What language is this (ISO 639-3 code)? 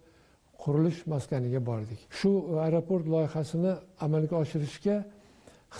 uzb